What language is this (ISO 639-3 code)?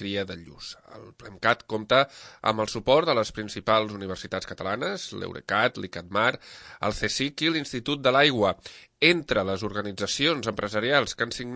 cat